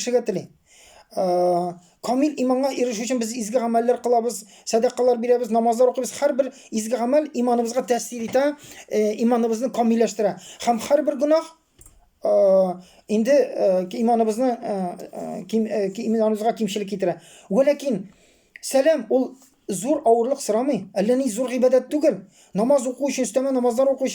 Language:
Tatar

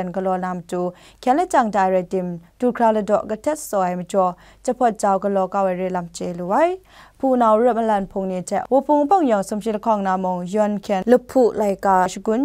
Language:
Kachin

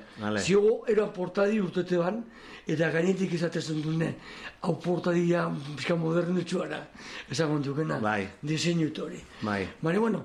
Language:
Basque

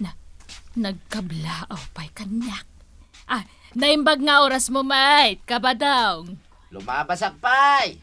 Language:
Iloko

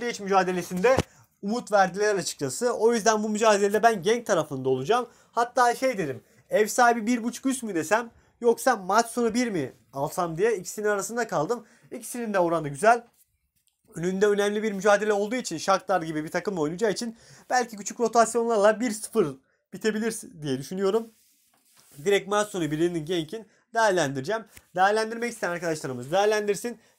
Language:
Turkish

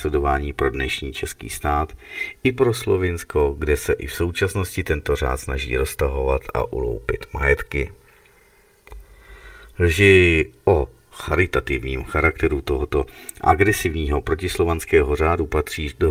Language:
Czech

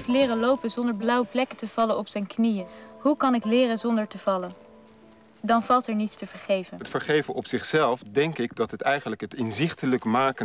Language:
Dutch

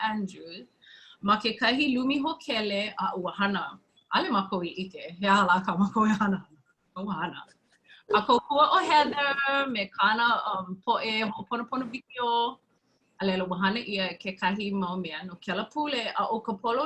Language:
Hawaiian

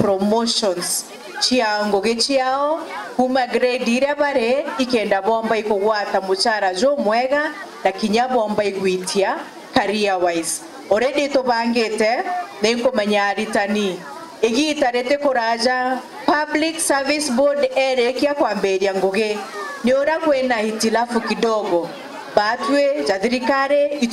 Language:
Meru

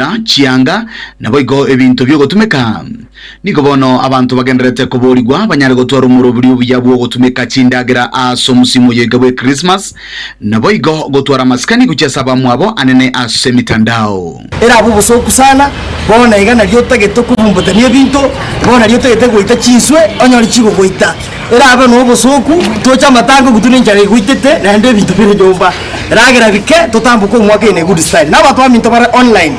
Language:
Gusii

